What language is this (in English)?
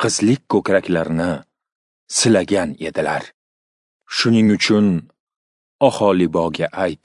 Uzbek